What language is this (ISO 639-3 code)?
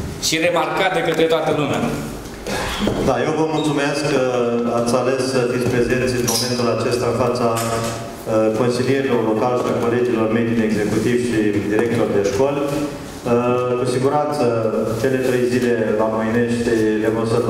ron